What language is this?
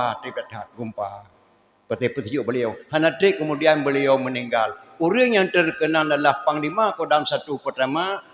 Achinese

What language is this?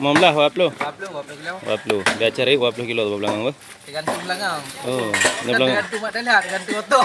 Achinese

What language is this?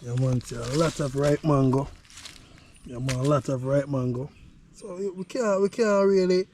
Jamaican Creole English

